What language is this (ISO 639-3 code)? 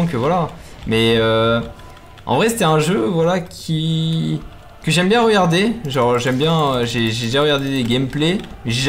fra